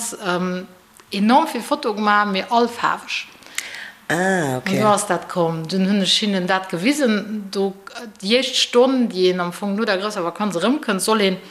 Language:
Luxembourgish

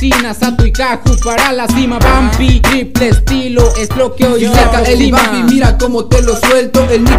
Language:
Spanish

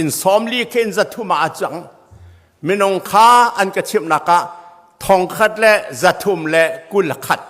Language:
Hakha Chin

